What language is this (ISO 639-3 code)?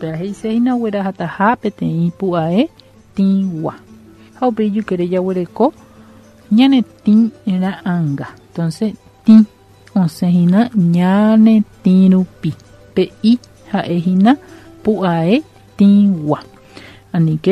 grn